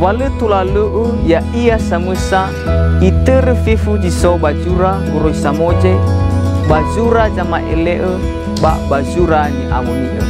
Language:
Nias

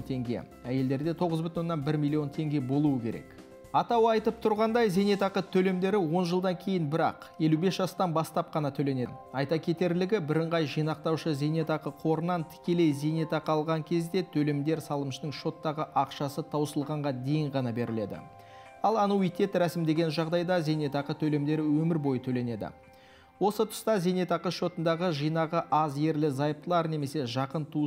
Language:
Kazakh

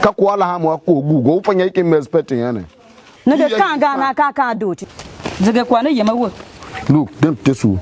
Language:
Tiv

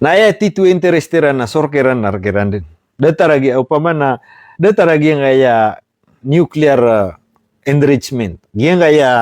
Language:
Maranao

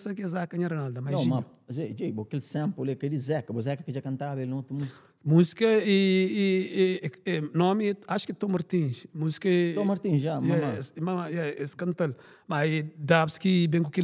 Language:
Kabuverdianu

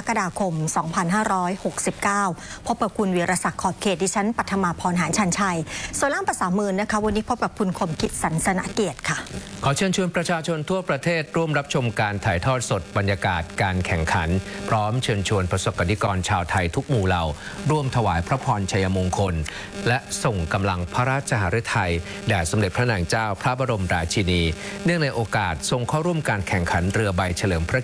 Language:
Thai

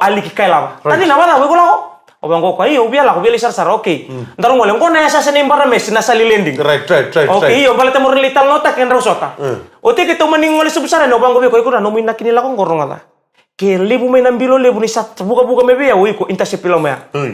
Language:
Fijian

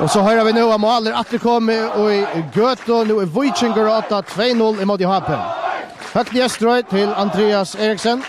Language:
Faroese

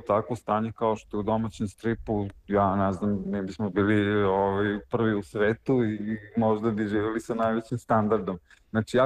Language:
Serbian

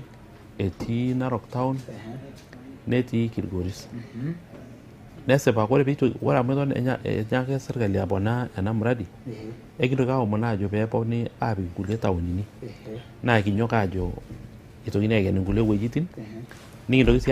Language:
Masai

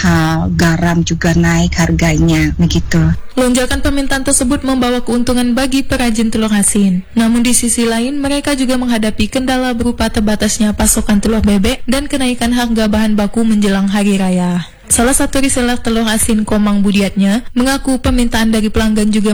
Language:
Indonesian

